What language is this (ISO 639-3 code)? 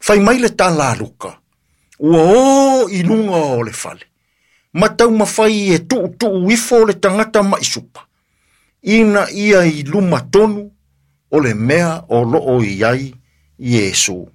smo